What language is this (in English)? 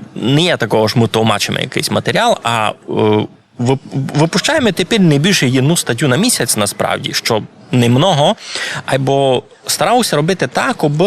Rusyn